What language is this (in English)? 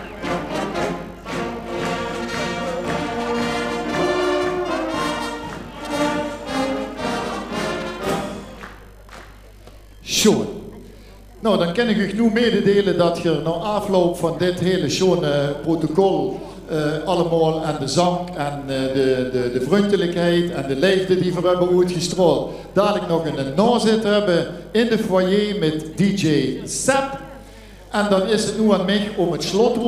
Dutch